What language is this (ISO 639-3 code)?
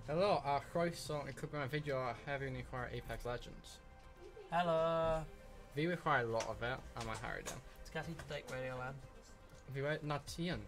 cym